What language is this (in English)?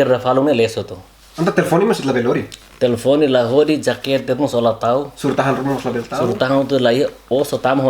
Tetum